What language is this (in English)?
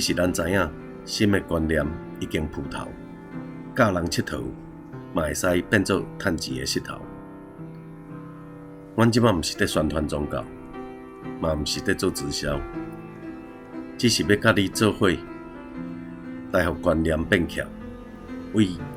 Min Nan Chinese